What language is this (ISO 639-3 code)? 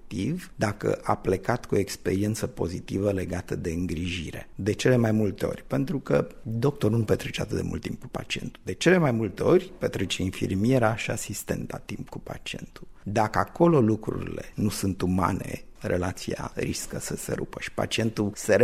ron